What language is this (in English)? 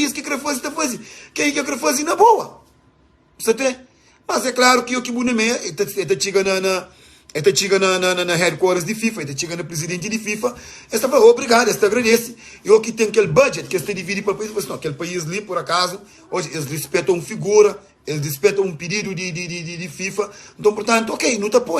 Kabuverdianu